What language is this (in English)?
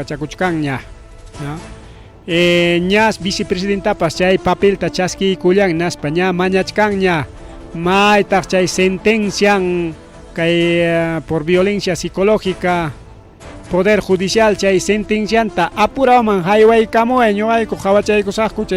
Ayacucho Quechua